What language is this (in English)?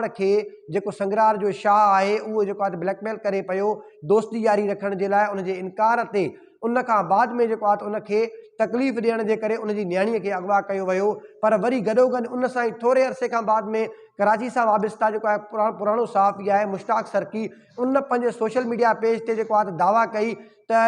Sindhi